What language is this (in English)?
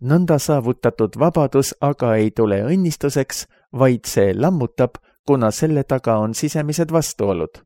Estonian